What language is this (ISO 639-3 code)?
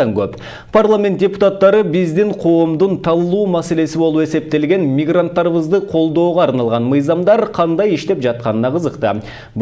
kir